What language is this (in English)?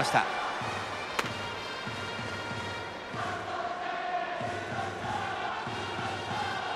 Japanese